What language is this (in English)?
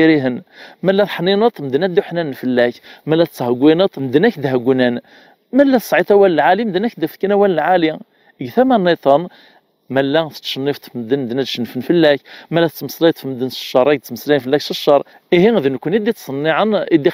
Kabyle